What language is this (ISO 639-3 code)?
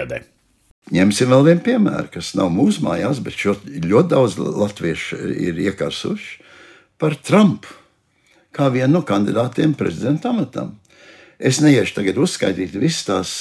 lav